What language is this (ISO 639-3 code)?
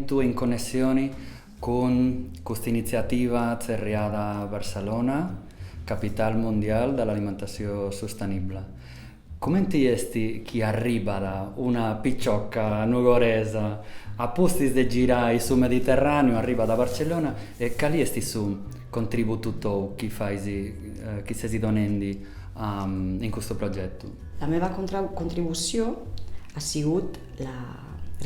srd